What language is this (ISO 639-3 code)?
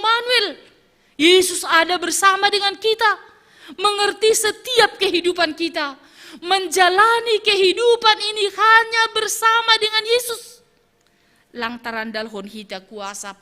bts